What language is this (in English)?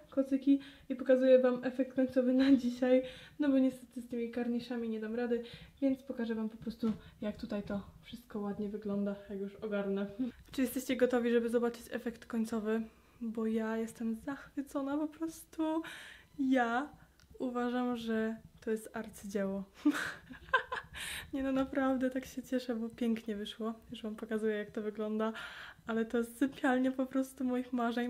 Polish